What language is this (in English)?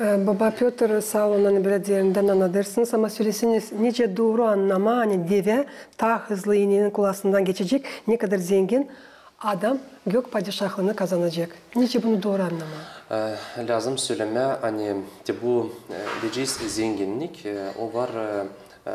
Gagauz